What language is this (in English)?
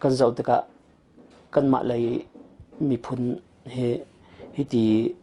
Hakha Chin